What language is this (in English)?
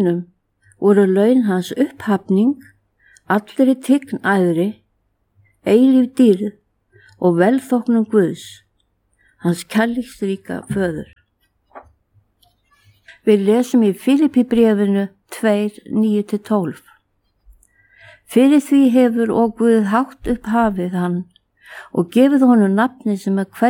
Icelandic